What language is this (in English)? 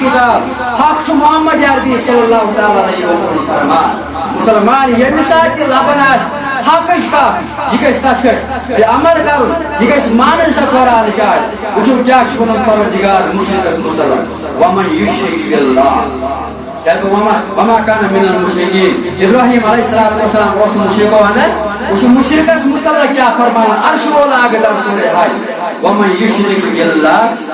Kashmiri